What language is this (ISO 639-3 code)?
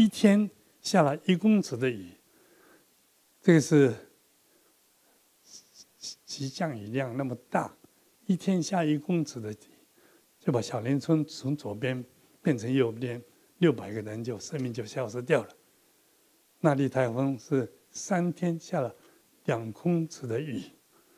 zho